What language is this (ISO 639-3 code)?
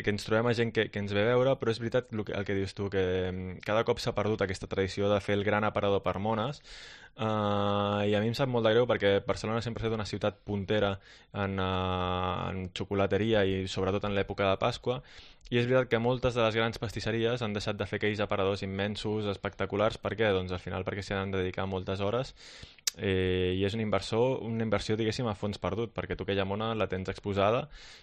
cat